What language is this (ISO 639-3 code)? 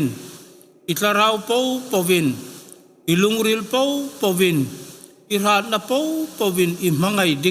hmr